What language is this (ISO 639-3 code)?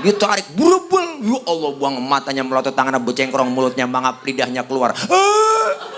bew